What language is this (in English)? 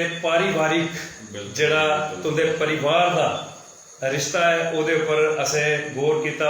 Dogri